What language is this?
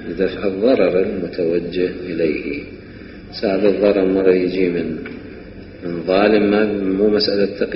Mesopotamian Arabic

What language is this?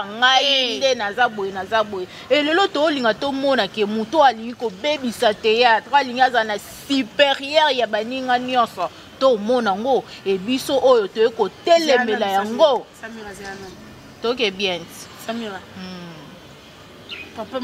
Lingala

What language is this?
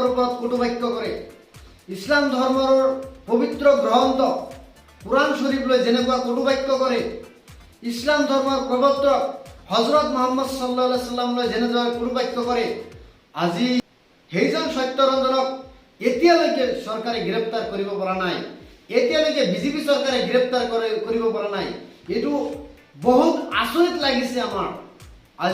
Assamese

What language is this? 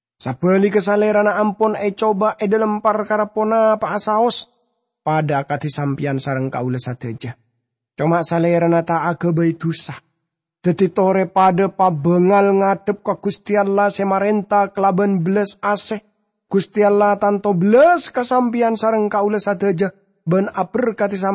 Madurese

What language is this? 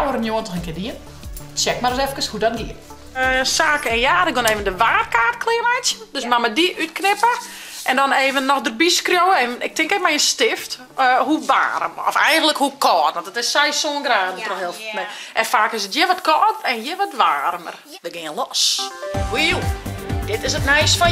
Western Frisian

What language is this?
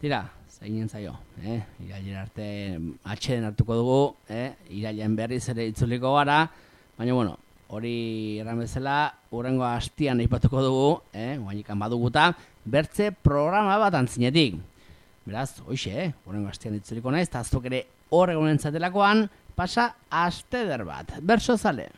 Basque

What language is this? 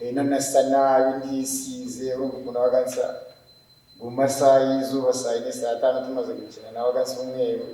Kinyarwanda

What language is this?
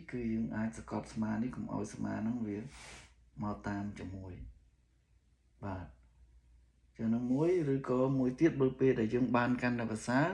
Khmer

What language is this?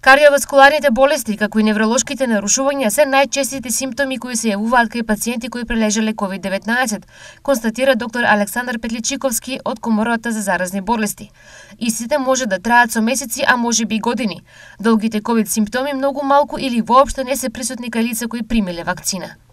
Macedonian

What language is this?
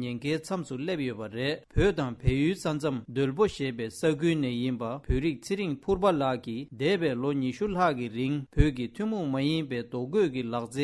Tibetan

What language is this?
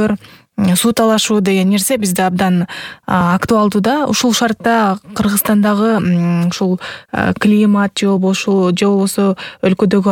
Kyrgyz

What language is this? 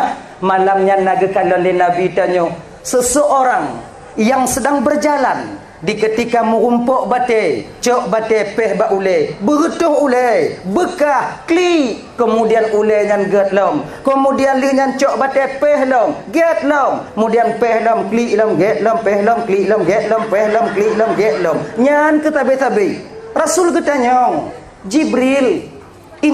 Achinese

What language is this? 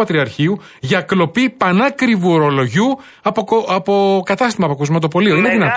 Greek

